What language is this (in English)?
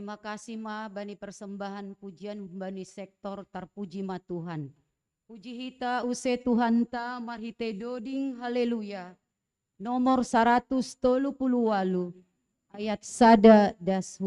Batak Simalungun